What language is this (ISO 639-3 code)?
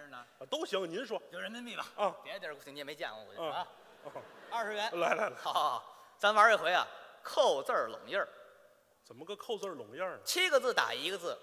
zho